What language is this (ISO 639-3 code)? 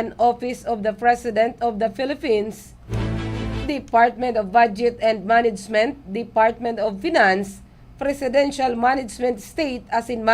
bik